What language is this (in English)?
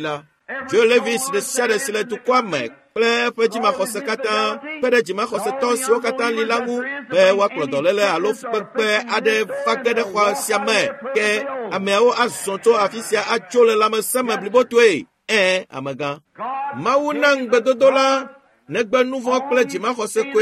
Ewe